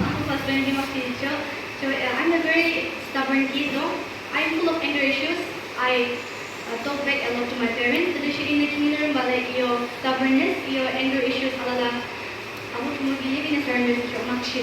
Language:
Yimchungru Naga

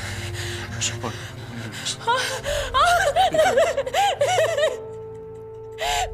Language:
Greek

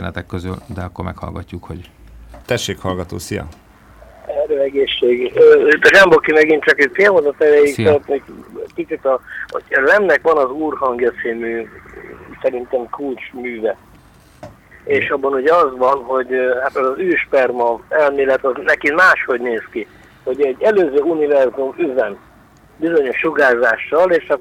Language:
Hungarian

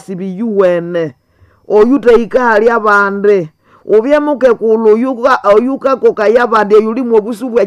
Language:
Nande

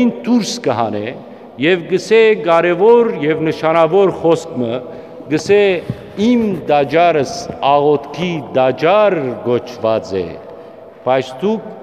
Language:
Western Armenian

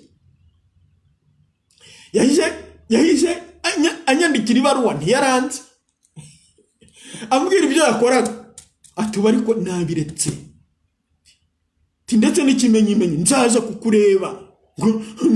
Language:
Kinyarwanda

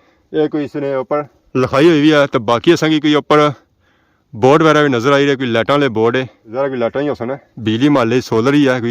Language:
Pahari-Potwari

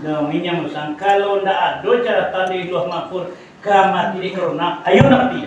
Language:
Minangkabau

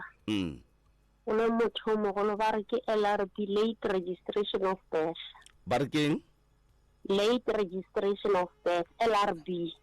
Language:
Northern Sotho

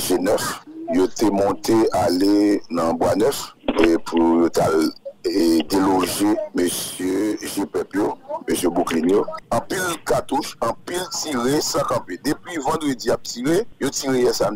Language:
Haitian Creole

